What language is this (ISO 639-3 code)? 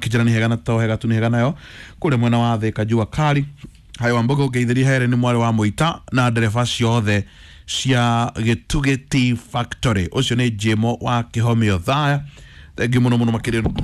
kik